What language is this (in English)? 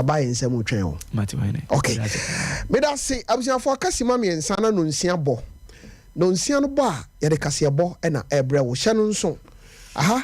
Akan